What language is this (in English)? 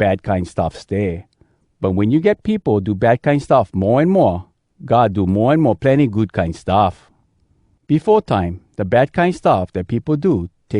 Hawai'i Creole English